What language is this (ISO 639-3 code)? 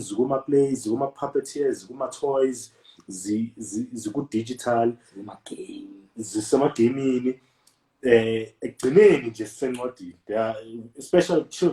zul